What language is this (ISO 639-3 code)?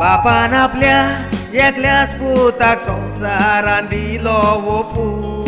kok